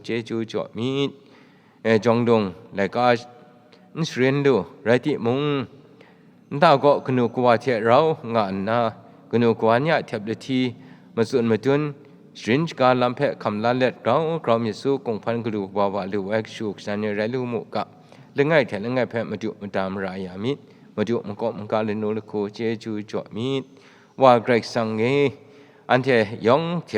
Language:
Kachin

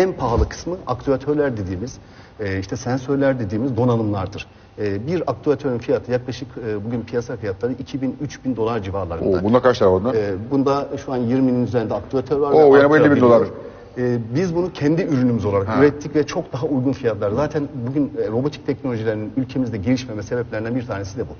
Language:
Turkish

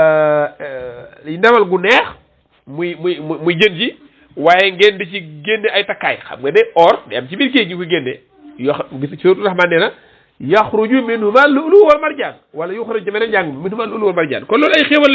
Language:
Wolof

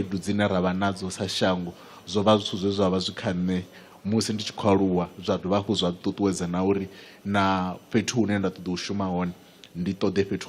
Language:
Venda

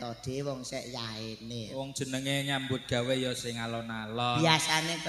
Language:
Javanese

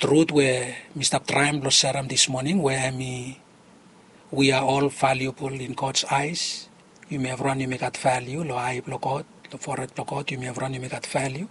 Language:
Bislama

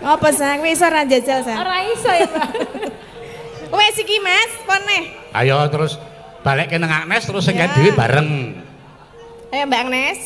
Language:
Javanese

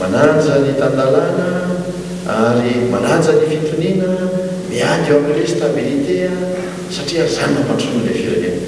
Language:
Malagasy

